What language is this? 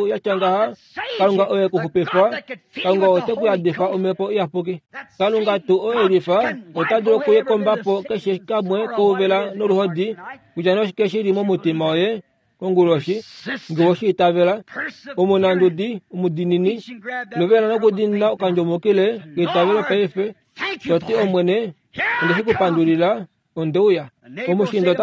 Kuanyama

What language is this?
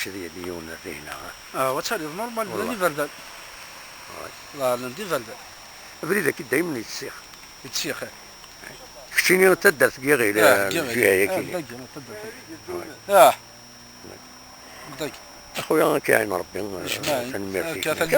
Kabyle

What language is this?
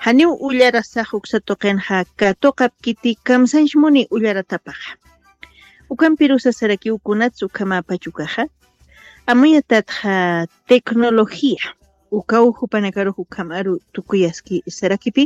Aymara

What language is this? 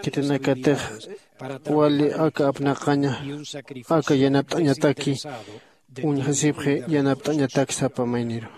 Aymara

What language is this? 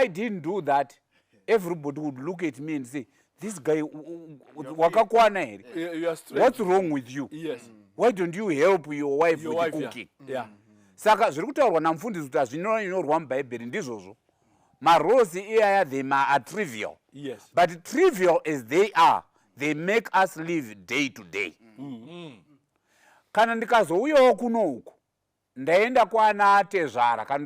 Shona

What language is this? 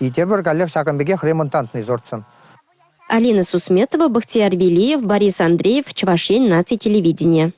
Chuvash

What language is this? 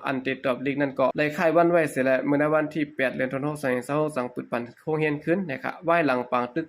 Shan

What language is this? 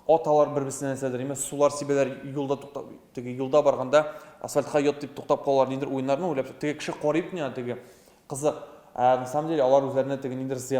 Tatar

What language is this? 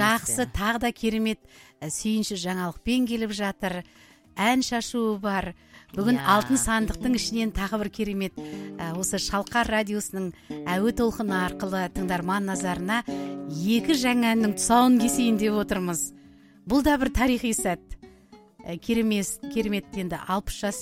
Kazakh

